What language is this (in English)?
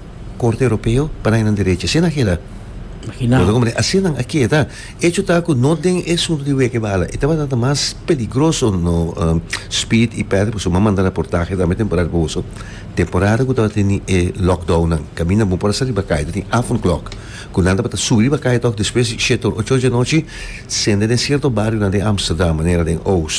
Papiamento